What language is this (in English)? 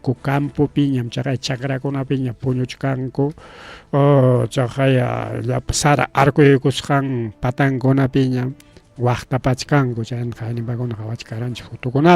Ayacucho Quechua